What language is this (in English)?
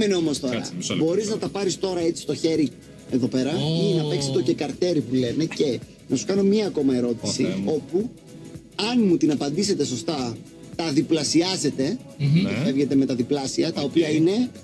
Greek